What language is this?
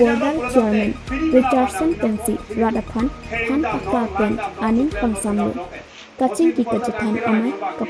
Karbi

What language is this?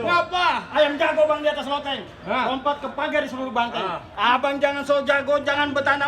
Betawi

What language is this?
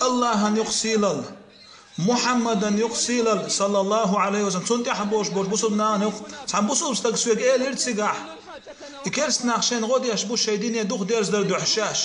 Chechen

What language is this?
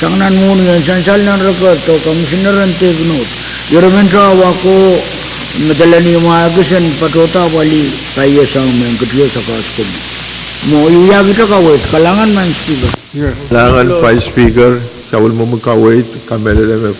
Pohnpeian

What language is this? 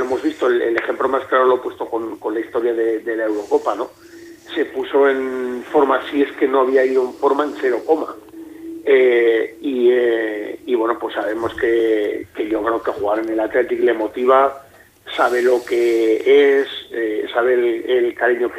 Spanish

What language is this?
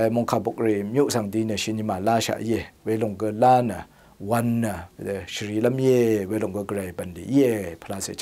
Rawang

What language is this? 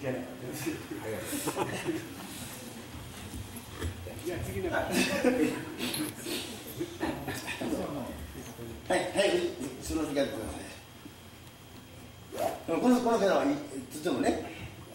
Japanese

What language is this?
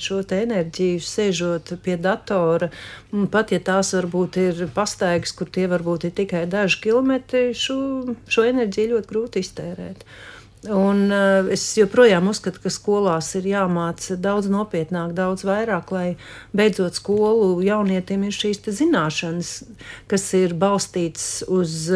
Latvian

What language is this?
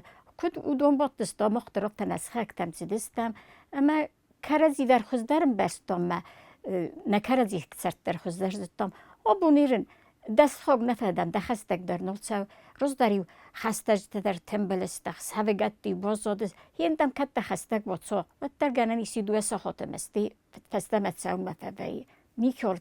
Ossetic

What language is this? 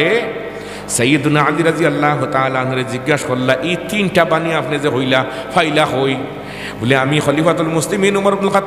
Sylheti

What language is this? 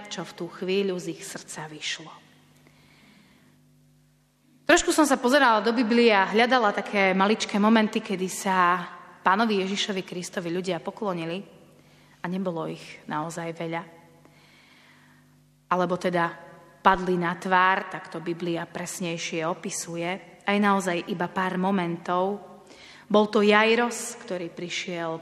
Slovak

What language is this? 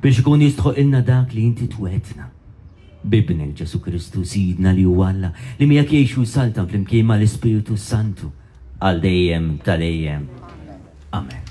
Maltese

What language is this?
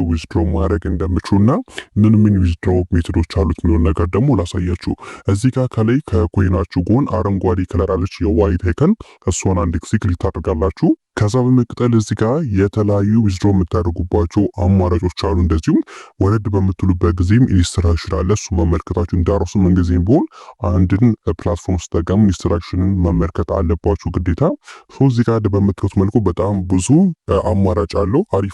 Amharic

